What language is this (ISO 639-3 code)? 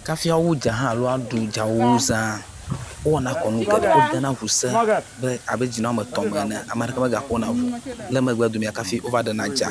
ewe